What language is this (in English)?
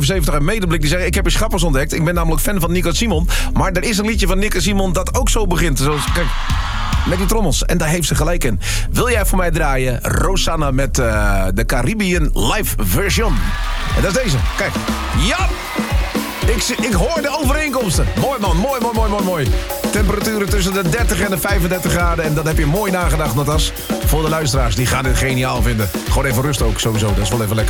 Dutch